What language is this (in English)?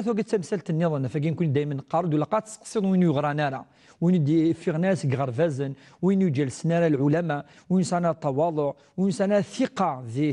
Kabyle